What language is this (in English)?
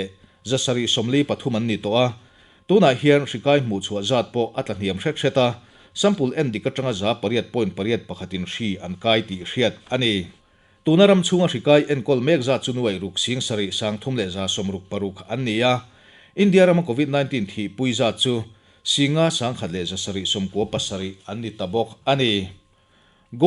Mizo